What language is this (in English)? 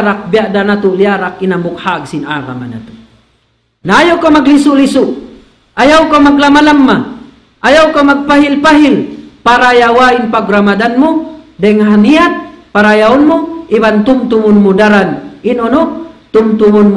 Tausug